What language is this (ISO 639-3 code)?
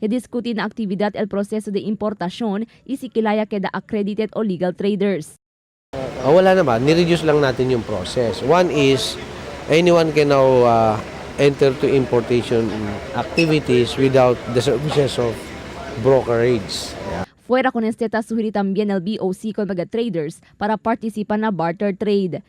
cbk